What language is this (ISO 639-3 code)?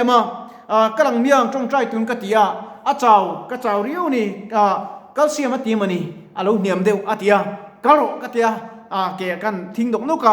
lus